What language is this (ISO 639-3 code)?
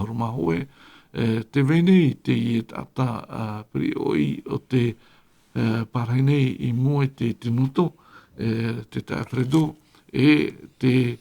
tah